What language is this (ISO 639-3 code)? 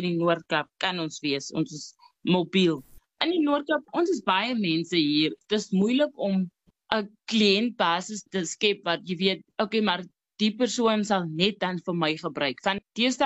afr